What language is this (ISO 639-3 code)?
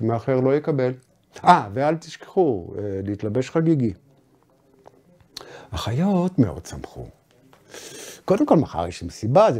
heb